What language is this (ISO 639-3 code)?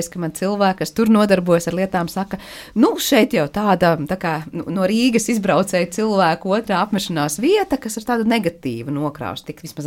lav